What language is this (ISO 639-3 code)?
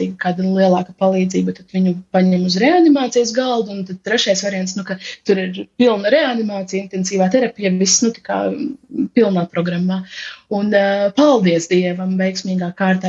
lav